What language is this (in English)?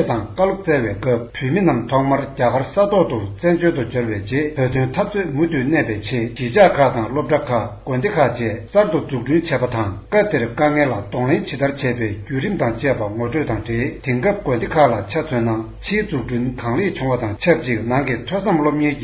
Tibetan